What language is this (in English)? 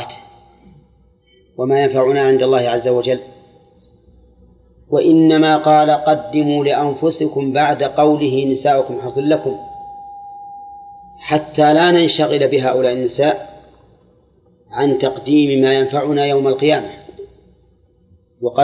Arabic